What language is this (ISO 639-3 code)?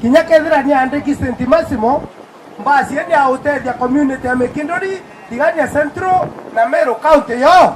mer